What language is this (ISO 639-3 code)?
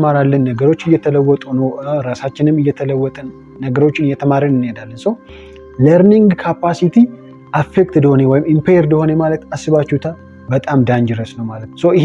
amh